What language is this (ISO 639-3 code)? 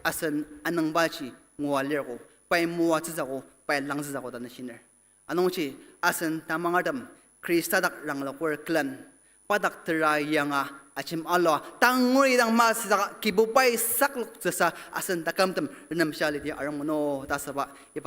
njo